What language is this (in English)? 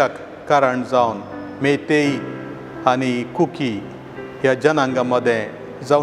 Konkani